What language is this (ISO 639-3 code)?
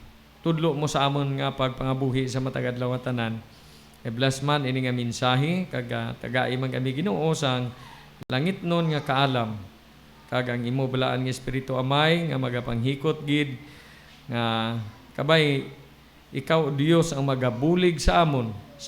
hil